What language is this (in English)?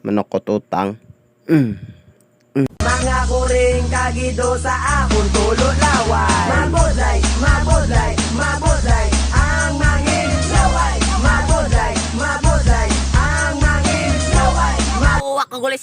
Hiligaynon